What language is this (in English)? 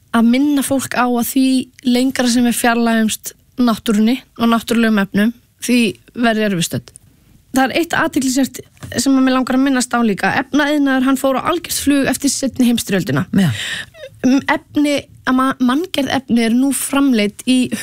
Icelandic